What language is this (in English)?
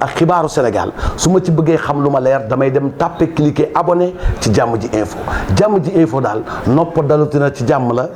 Wolof